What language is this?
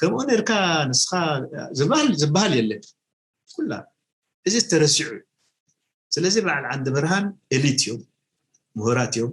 Tigrinya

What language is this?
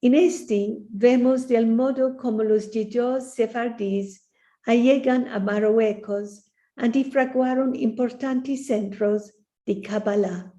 Ladino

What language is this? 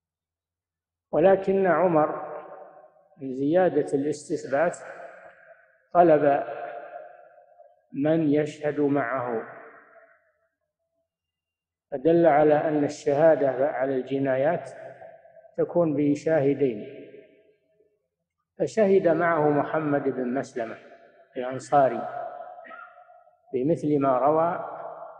Arabic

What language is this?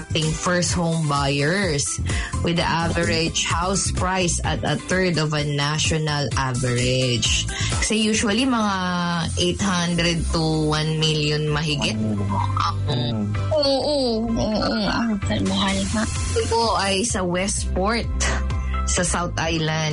Filipino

